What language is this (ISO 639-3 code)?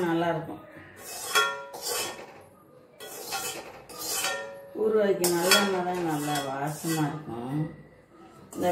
tam